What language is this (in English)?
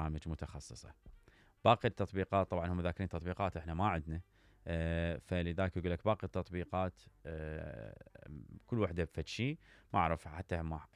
Mesopotamian Arabic